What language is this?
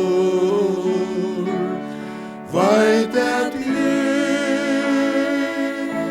Faroese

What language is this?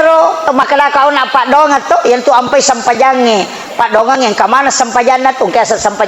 Buginese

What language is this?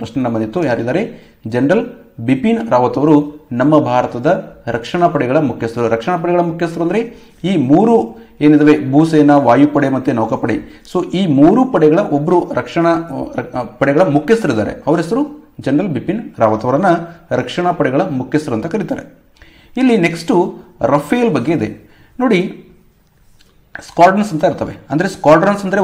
Kannada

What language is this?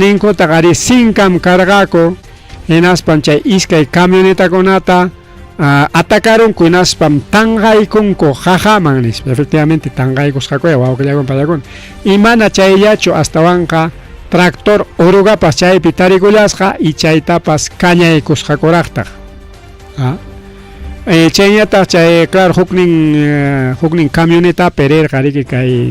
Ayacucho Quechua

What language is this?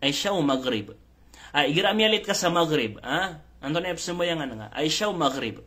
Maranao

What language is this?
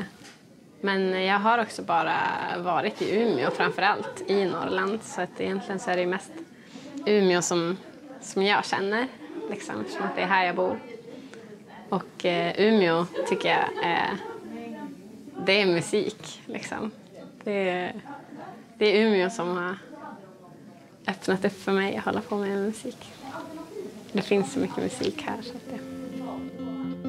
Swedish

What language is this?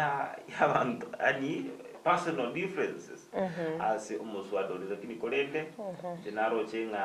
Gusii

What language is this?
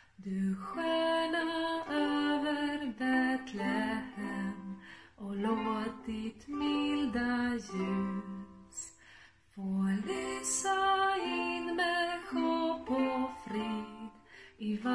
Swedish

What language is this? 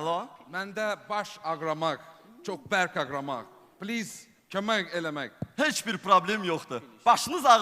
Azerbaijani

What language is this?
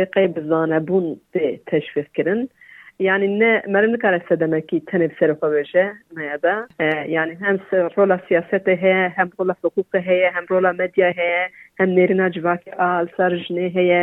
Kurdish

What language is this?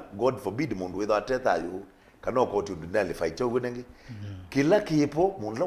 Kamba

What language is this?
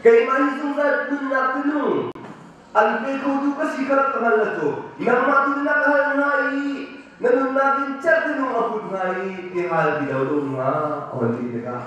Hakha Chin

